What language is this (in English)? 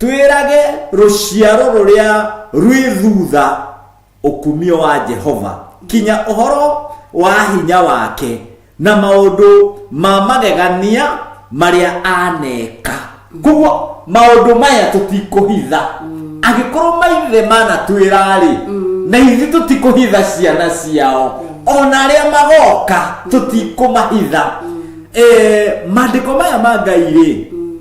Kikuyu